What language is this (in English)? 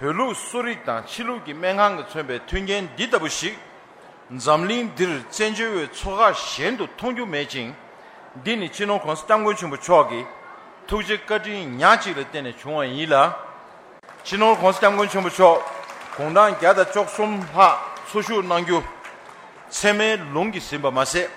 Tibetan